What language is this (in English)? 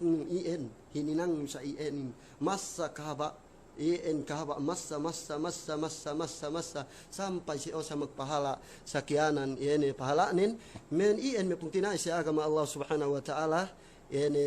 Yakan